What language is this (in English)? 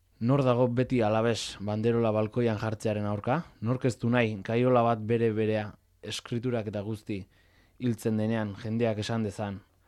Basque